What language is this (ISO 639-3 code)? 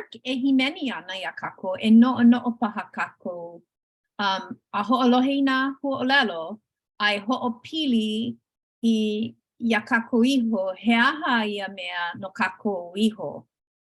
haw